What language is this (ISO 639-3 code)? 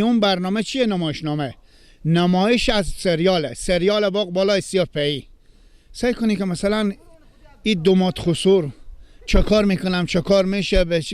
fas